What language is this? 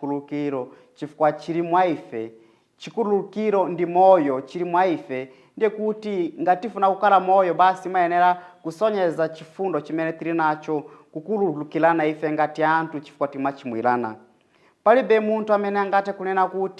Nyanja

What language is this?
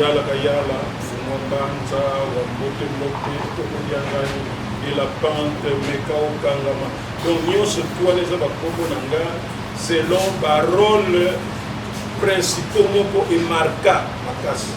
Lingala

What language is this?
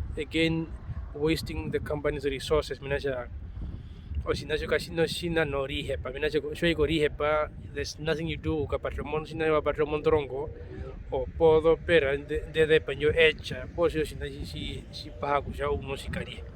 Herero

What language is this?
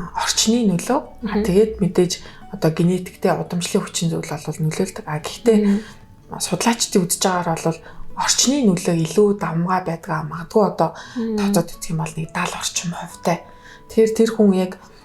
Mongolian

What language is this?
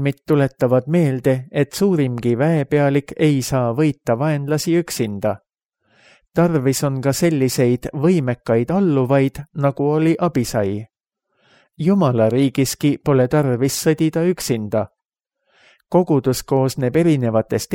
Estonian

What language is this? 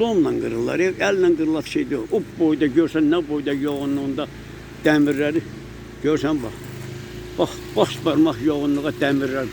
Azerbaijani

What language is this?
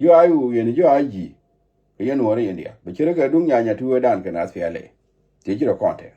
Nuer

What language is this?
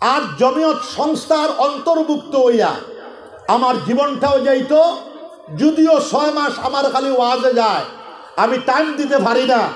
Sylheti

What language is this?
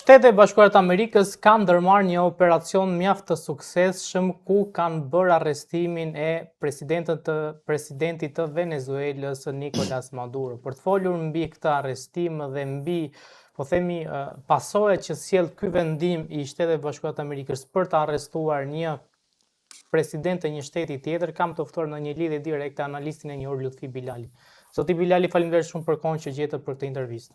Albanian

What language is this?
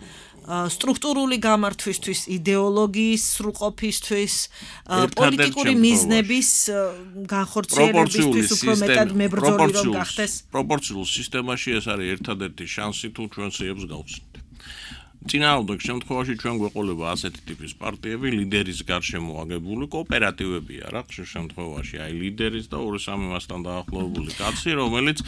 Georgian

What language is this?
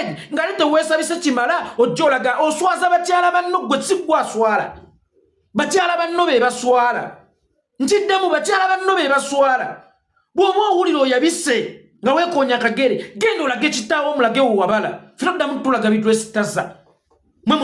Ganda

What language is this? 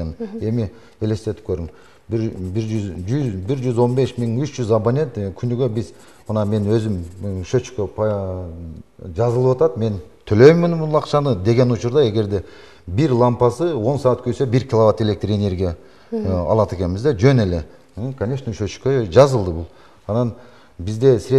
Kyrgyz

